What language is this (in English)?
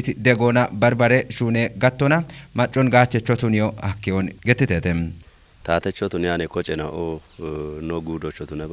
Kafa